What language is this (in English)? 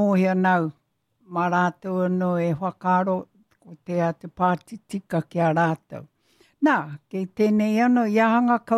Māori